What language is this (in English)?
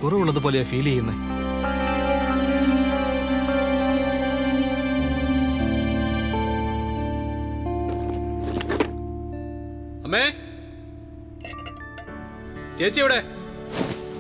Malayalam